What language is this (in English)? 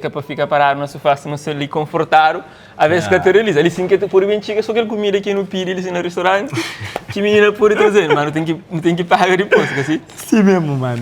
Kabuverdianu